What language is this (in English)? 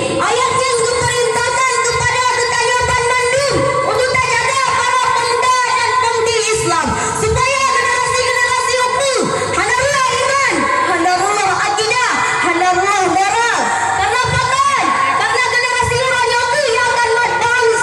Achinese